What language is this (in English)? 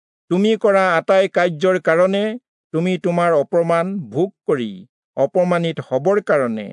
Assamese